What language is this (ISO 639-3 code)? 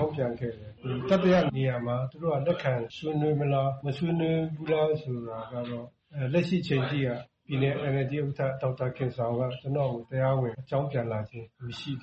mya